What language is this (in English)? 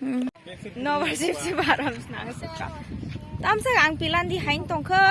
Kok Borok